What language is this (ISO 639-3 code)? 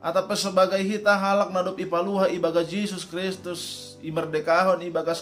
bts